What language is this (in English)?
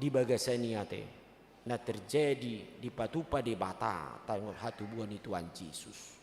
Batak Toba